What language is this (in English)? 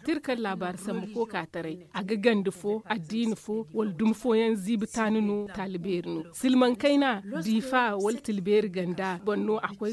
Zarma